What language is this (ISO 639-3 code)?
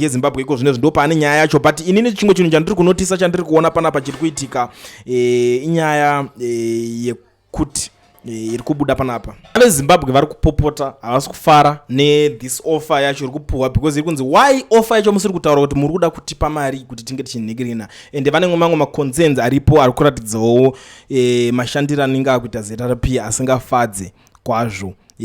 sna